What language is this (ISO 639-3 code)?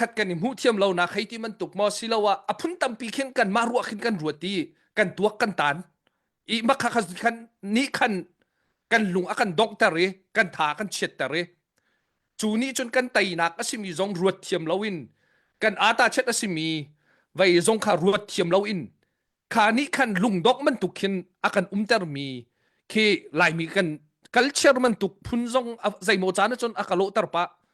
cnh